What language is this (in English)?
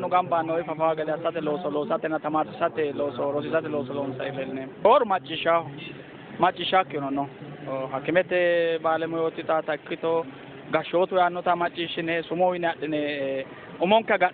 Sidamo